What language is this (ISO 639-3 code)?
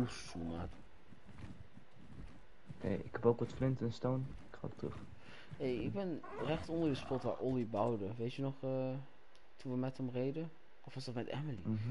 nld